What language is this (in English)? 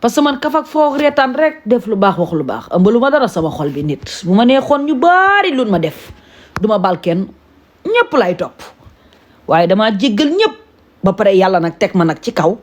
Wolof